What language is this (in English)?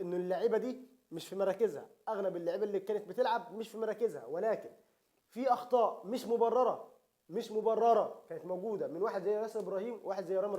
Egyptian Arabic